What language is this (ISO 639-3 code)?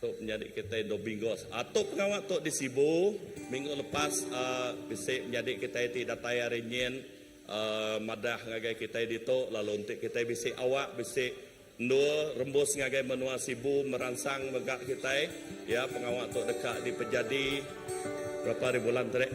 iba